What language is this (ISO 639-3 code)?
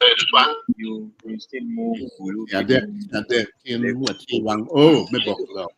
ach